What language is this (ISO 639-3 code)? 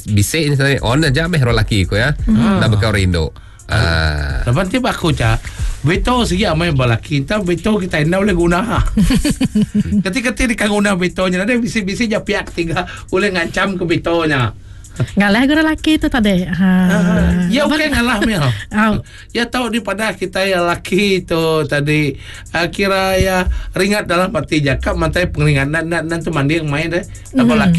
msa